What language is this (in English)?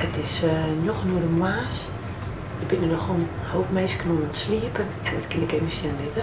Western Frisian